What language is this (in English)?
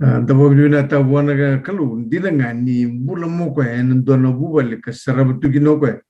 Fijian